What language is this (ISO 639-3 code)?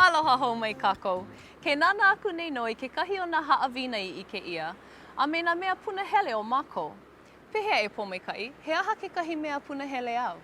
haw